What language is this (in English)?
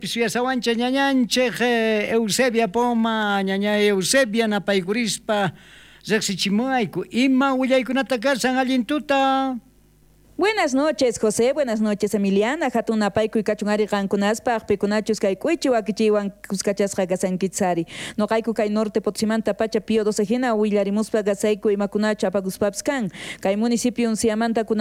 South Bolivian Quechua